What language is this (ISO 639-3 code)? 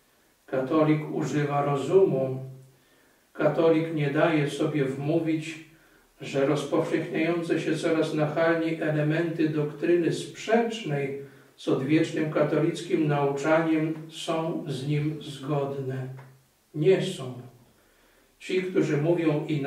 pol